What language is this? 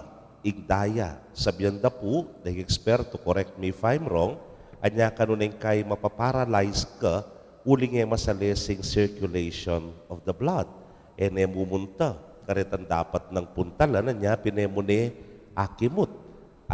Pampanga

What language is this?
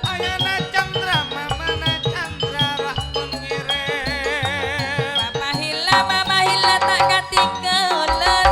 Madurese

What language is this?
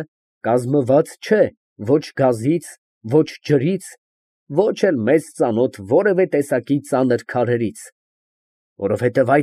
Armenian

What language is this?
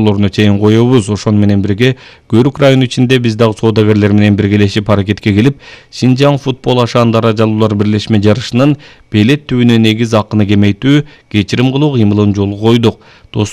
Kyrgyz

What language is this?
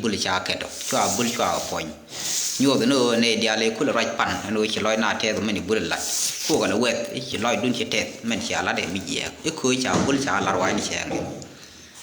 Nuer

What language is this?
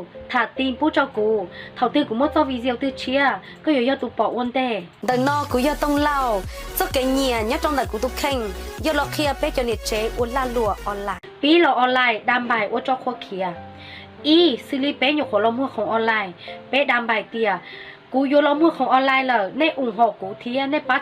Hmong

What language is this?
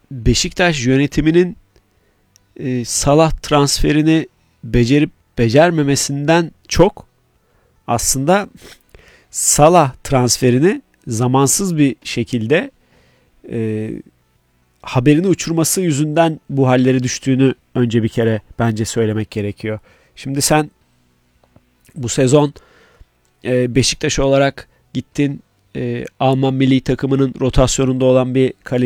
Turkish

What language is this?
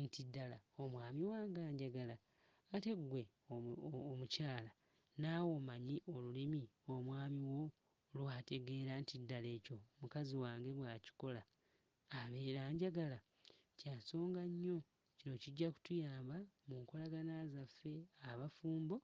Ganda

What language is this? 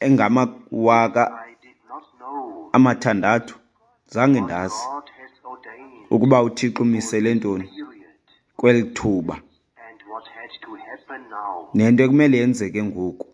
Xhosa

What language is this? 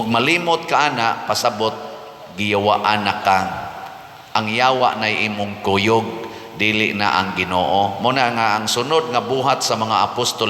Cebuano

